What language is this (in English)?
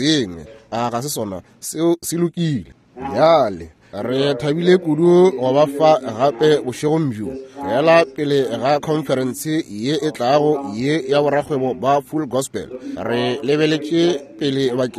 Northern Sotho